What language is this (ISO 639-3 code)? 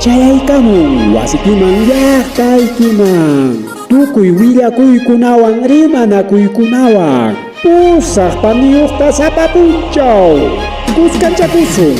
quy